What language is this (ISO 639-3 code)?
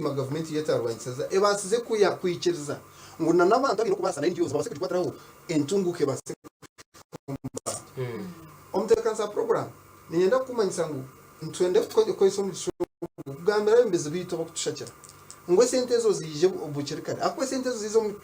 nyn